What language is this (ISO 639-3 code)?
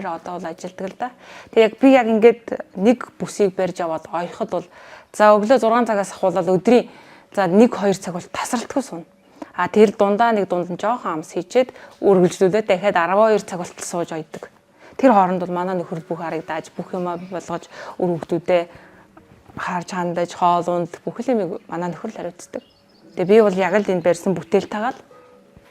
mon